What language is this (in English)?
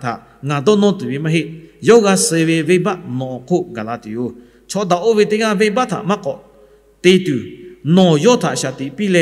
Lahu